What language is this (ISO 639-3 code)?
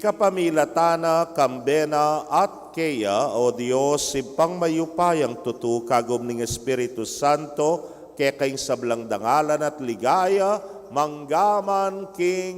pam